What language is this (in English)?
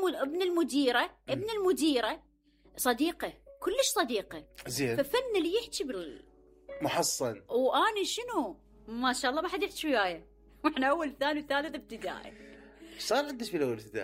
Mesopotamian Arabic